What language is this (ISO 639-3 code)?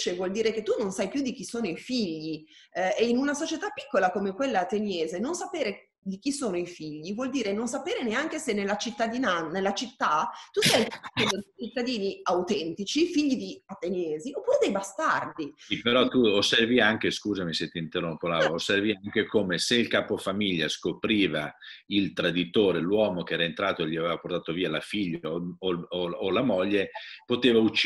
ita